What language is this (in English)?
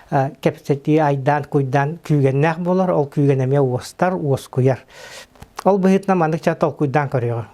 Yakut